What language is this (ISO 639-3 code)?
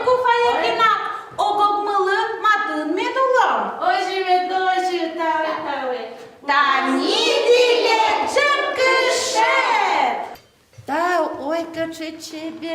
udm